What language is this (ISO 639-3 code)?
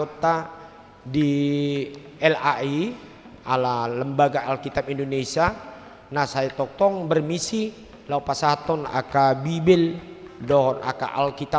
bbc